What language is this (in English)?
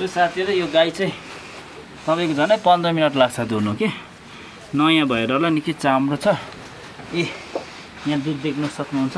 Nepali